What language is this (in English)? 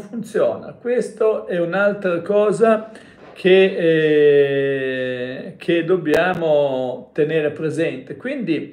Italian